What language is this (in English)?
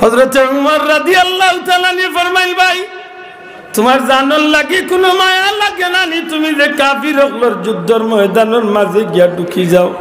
Sylheti